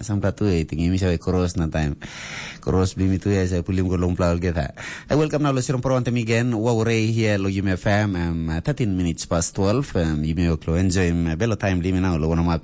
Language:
Tok Pisin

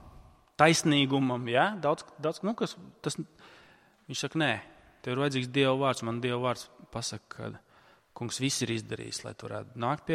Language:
Latvian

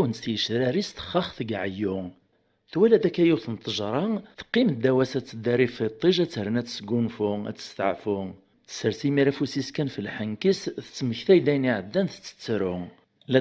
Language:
Kabyle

